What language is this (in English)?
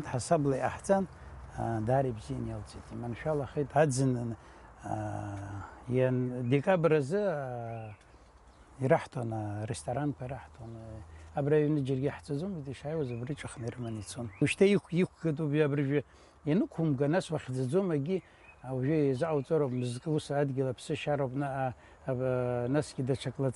Abkhazian